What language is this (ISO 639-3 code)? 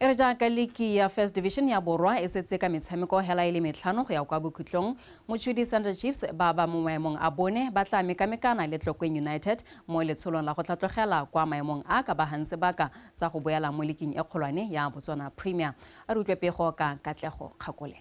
tsn